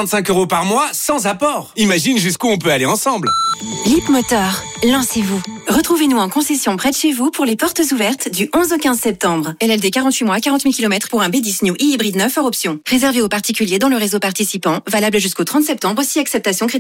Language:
French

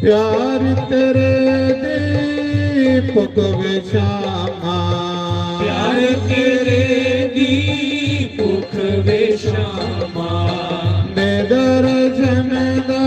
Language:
Dogri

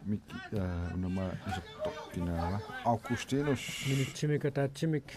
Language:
Kalaallisut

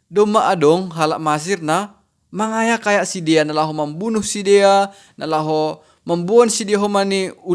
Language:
Batak Simalungun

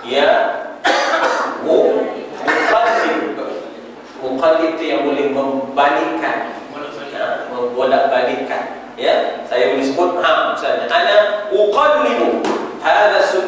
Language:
Malay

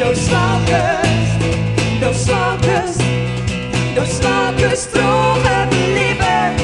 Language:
Western Frisian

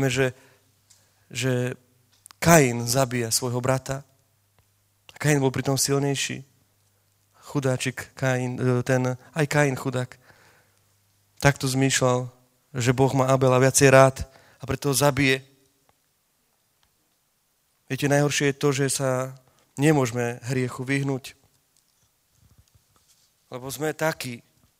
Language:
Slovak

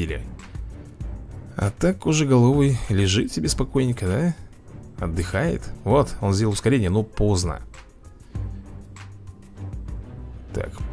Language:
Russian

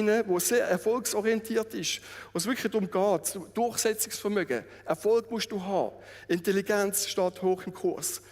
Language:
Swiss German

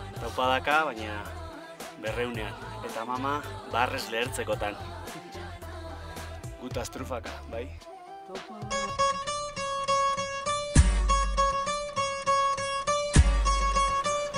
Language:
Basque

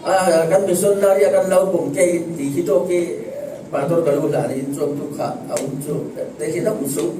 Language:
Falam Chin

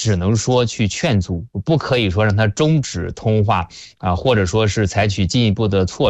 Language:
Chinese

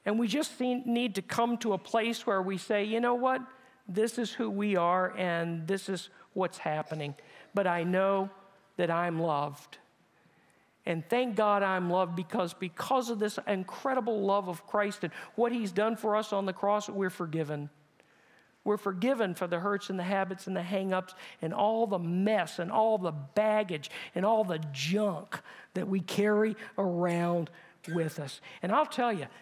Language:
English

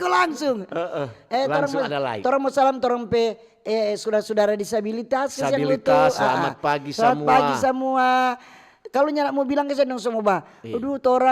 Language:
Manado Malay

